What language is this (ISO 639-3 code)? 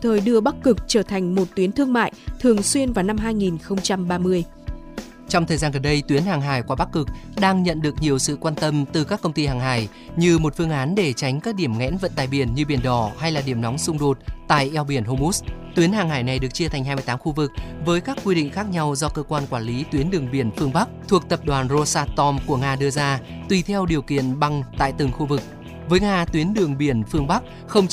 vie